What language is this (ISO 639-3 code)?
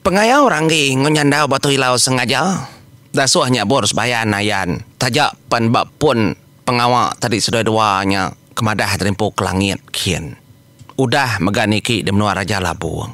iba